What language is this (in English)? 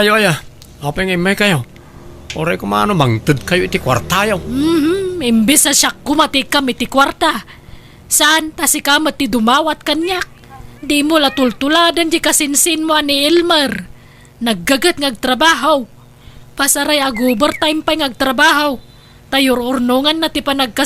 Iloko